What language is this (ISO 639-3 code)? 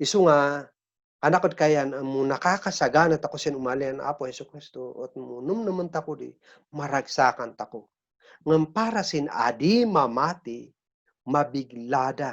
kne